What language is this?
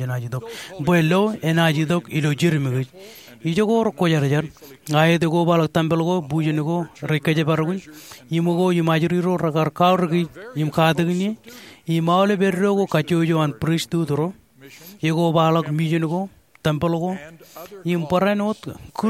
Marshallese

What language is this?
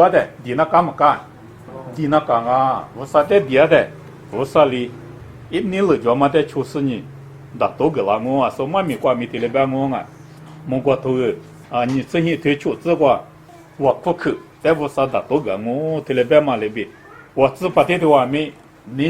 Lisu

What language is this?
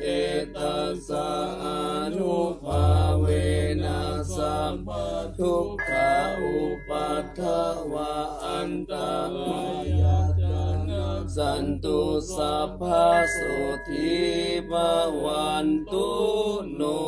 Pali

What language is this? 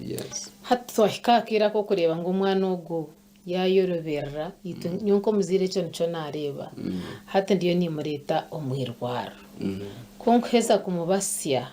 Nyankole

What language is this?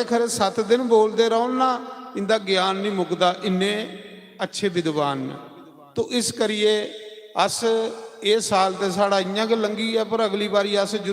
Dogri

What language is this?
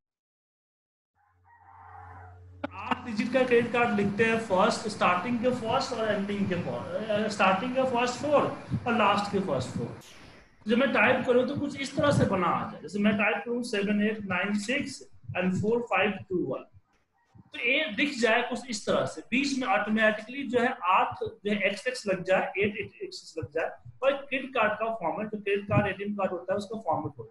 Hindi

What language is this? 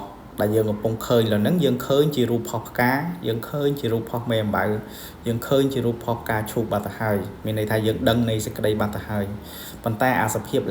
Khmer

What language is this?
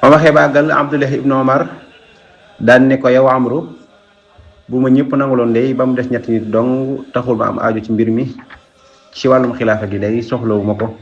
Wolof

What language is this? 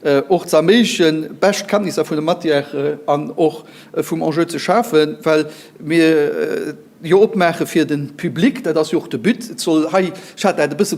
Luxembourgish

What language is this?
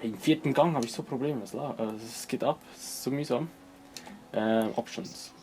Swiss German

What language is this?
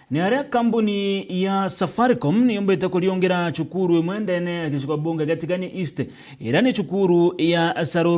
Meru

